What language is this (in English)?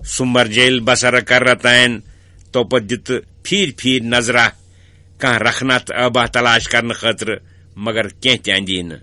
Kashmiri